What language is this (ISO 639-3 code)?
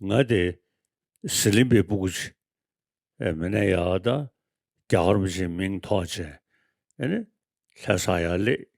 bod